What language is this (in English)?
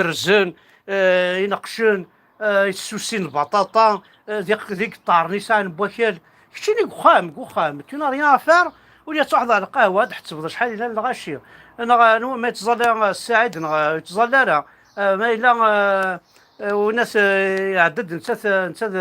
Kabyle